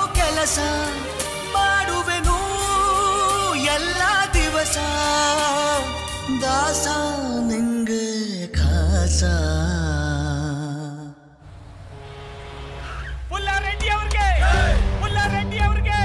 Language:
Kannada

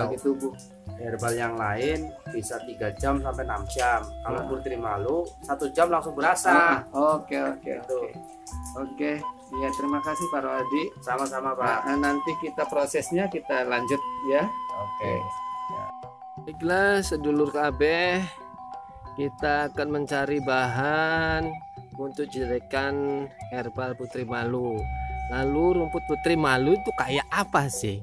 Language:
Indonesian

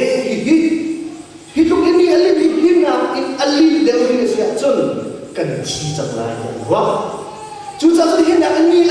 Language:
Hakha Chin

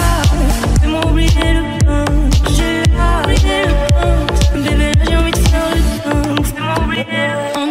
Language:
French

